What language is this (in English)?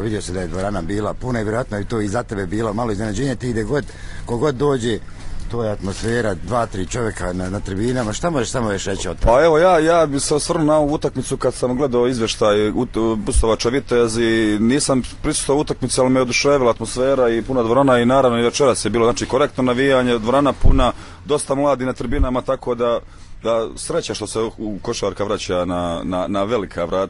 Croatian